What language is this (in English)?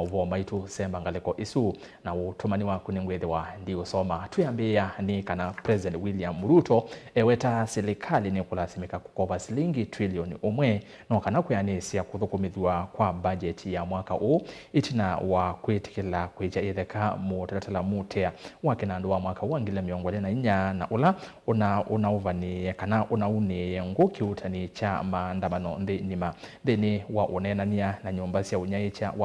Kamba